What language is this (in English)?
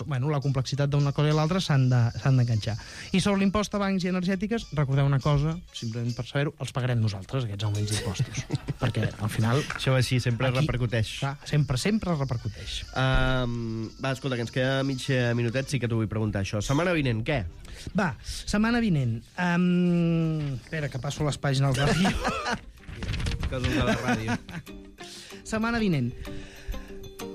Catalan